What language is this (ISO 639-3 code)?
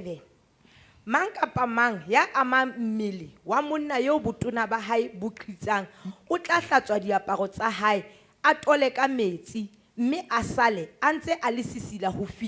sot